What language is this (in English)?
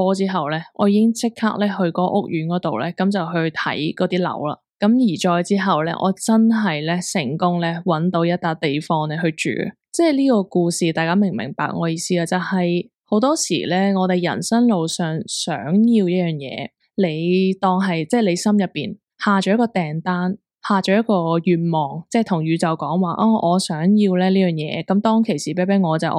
Cantonese